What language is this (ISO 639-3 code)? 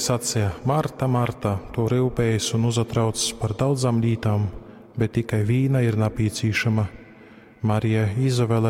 ltg